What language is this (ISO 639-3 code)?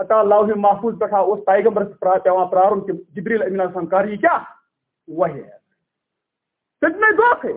kas